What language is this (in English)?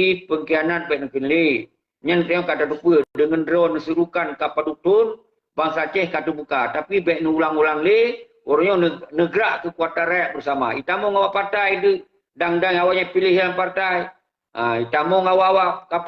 Achinese